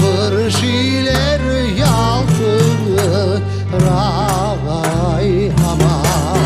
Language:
Crimean Tatar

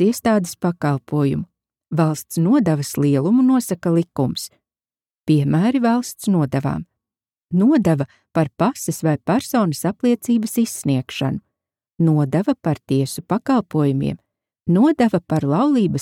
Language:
Latvian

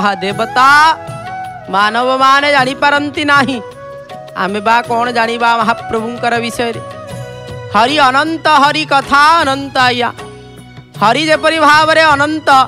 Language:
Odia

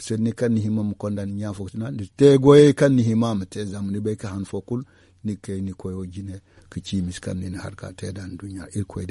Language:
Zarma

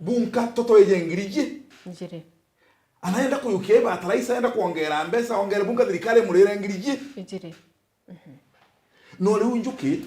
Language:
Meru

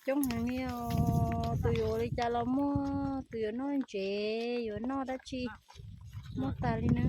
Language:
Hmong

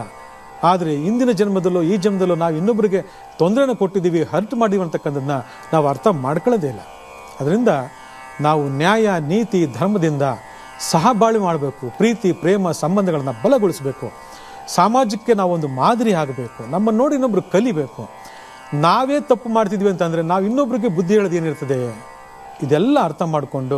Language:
Kannada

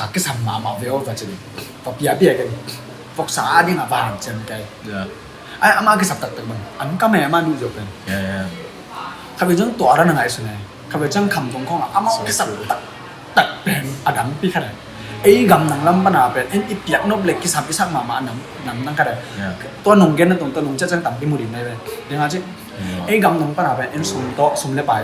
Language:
Tedim Chin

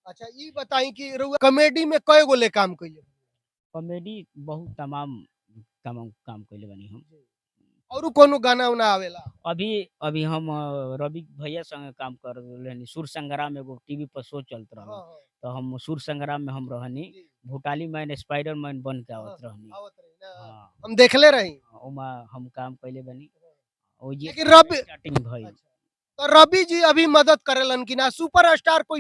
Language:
Bhojpuri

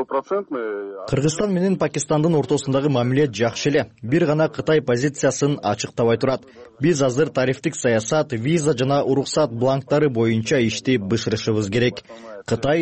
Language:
Kyrgyz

